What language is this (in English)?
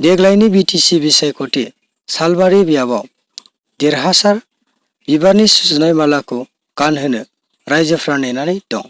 Bodo